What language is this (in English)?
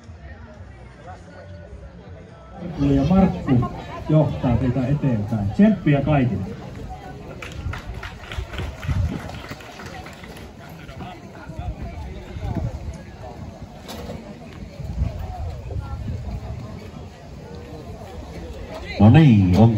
Finnish